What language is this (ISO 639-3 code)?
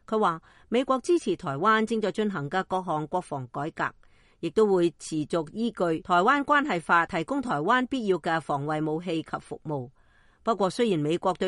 yue